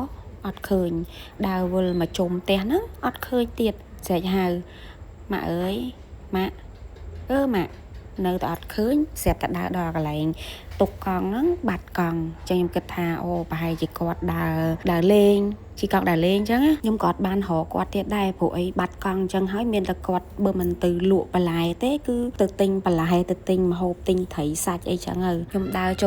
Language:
Khmer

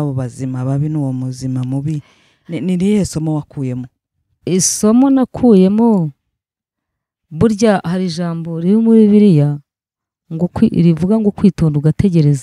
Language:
Kinyarwanda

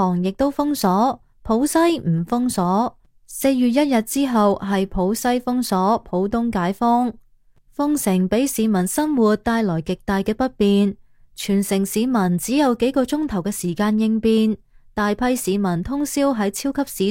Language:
Cantonese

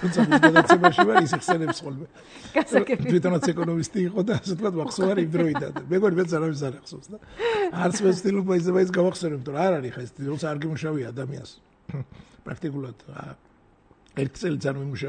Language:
Georgian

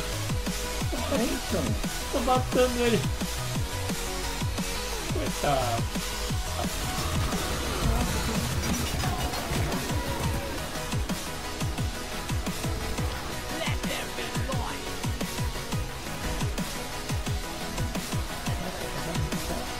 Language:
Portuguese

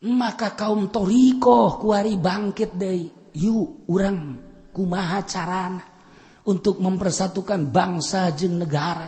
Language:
Sundanese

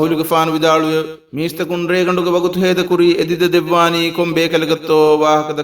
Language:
Divehi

